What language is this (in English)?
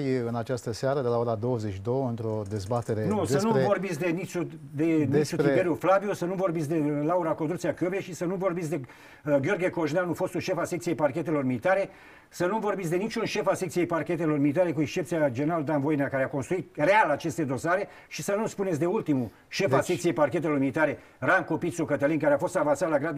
Romanian